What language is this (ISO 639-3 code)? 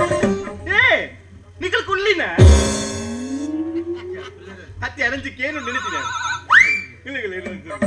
kan